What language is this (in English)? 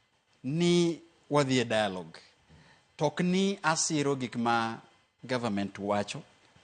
Luo (Kenya and Tanzania)